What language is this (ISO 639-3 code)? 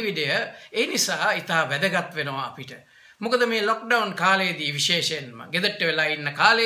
sin